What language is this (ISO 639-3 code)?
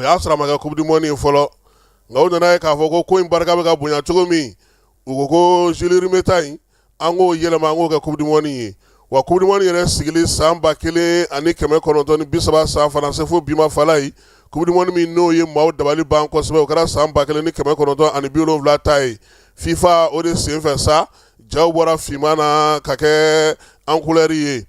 bam